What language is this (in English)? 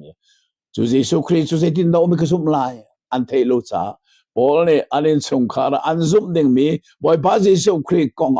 Hakha Chin